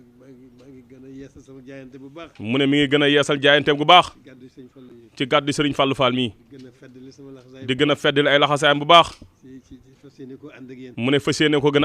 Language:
Wolof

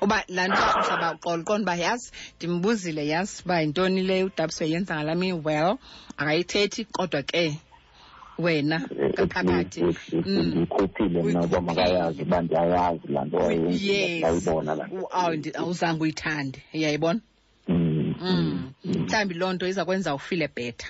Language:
Xhosa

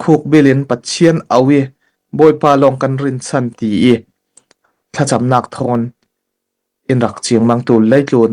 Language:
Falam Chin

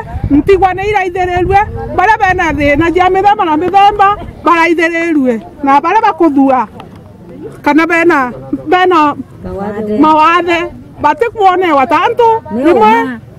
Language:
Meru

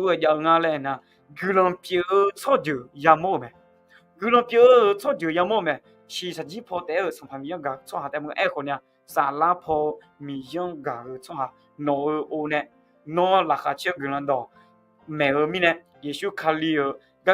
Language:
Akha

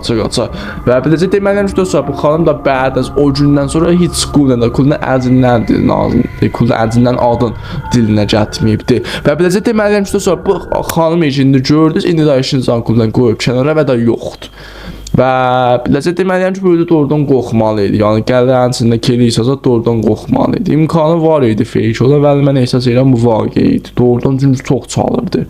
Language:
South Azerbaijani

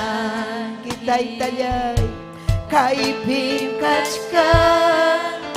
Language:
Ayacucho Quechua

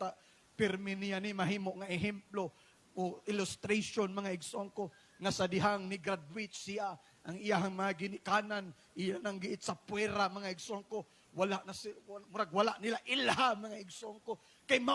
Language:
Cebuano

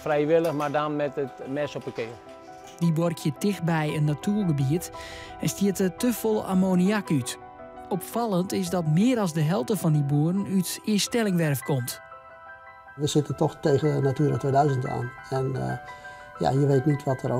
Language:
Western Frisian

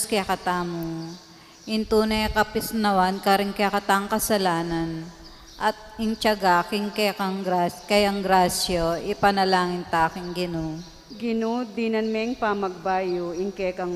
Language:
Pampanga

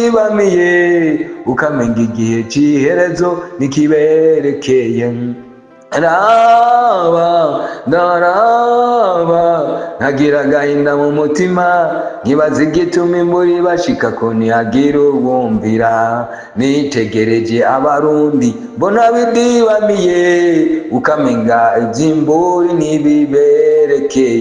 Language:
Rundi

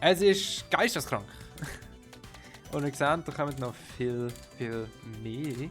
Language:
Swiss German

